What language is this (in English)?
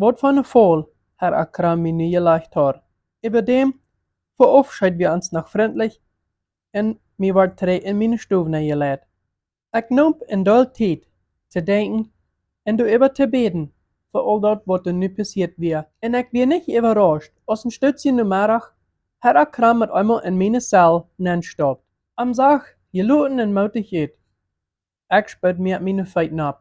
Plautdietsch